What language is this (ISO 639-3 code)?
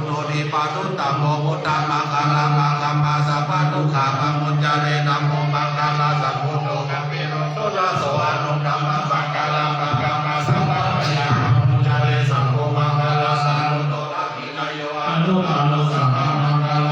pli